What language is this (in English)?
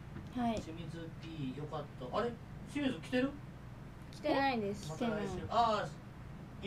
Japanese